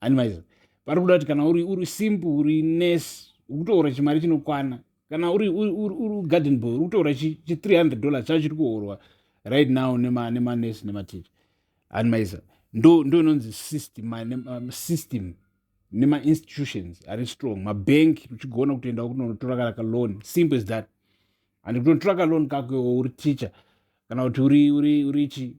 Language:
Shona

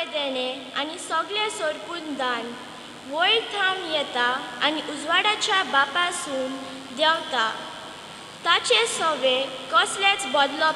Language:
Konkani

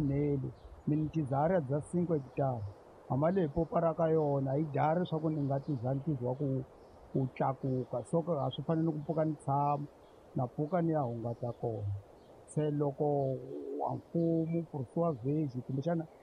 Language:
Tsonga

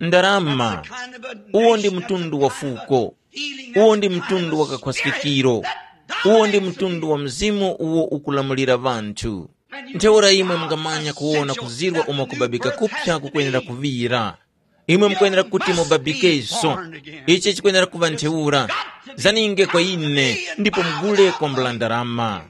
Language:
Tumbuka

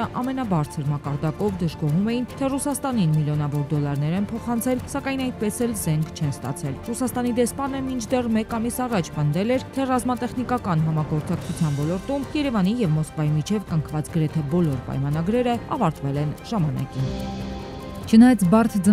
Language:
Armenian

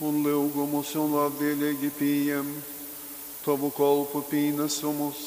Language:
Latgalian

